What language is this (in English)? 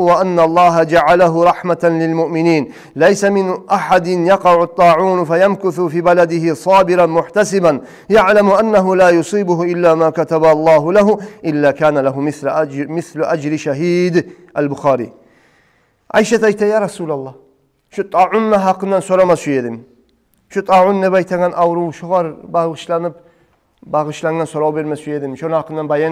Kumyk